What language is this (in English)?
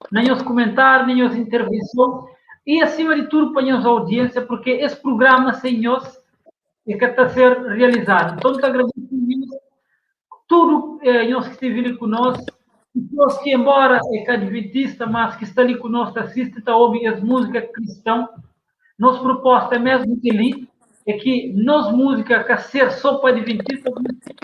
Kabuverdianu